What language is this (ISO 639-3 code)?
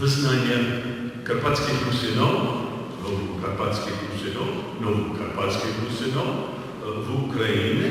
rue